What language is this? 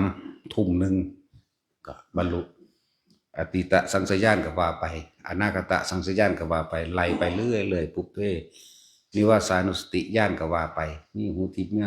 Lao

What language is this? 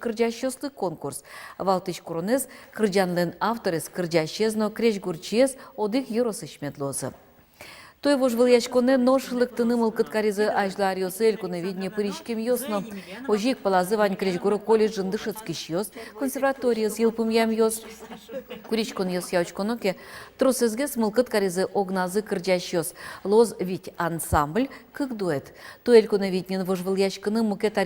Udmurt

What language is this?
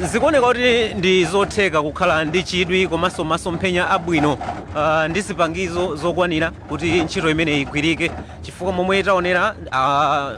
Nyanja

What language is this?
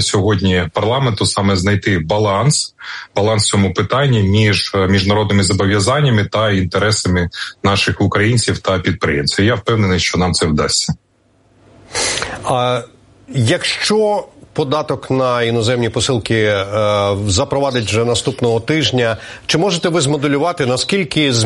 Ukrainian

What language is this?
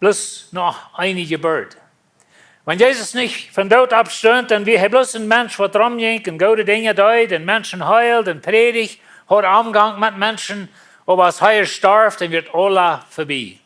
Plautdietsch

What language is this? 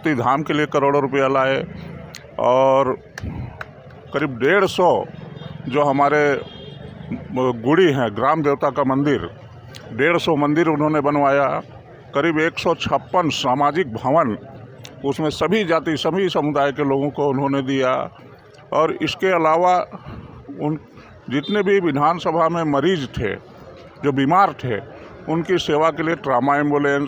Hindi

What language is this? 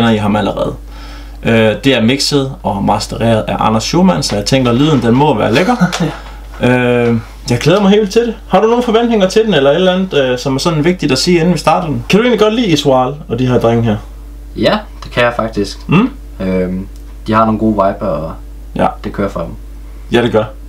Danish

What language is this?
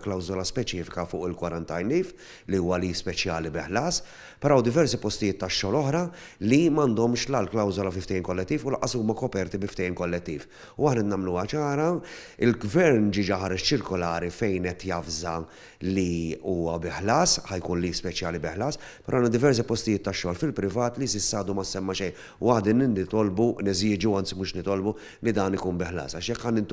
Maltese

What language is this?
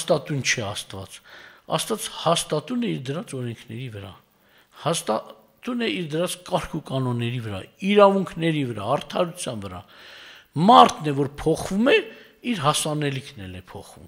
Armenian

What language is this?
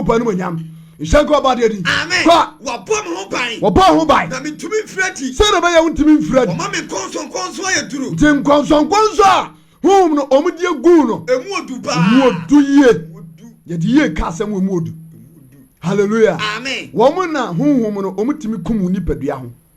Akan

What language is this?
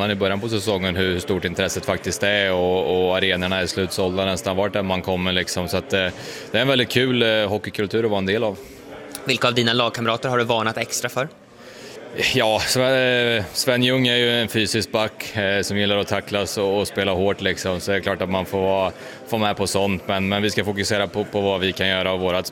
Swedish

